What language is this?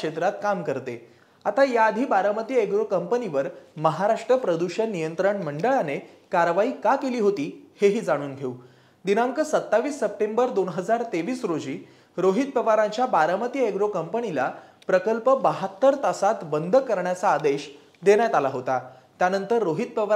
Marathi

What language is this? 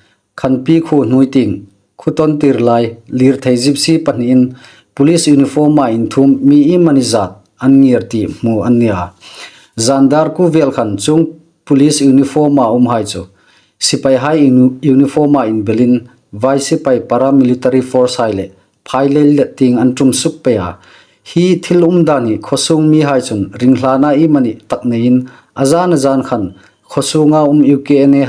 Hmar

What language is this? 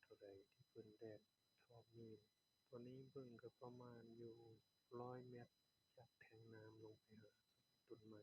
Lao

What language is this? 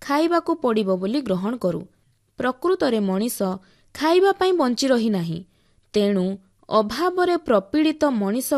Odia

